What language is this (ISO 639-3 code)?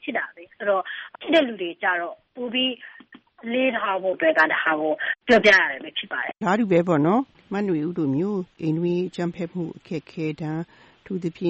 mya